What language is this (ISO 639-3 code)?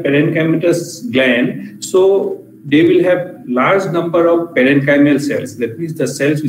eng